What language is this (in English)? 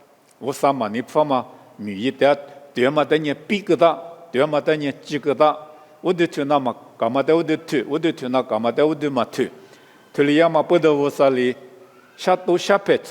Lisu